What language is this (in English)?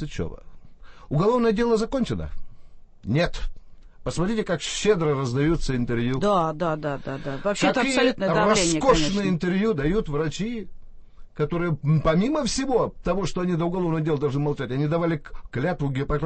Russian